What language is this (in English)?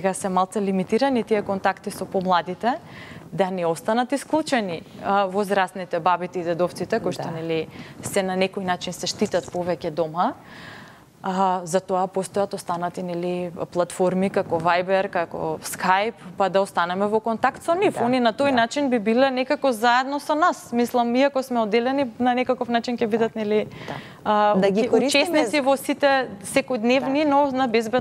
Macedonian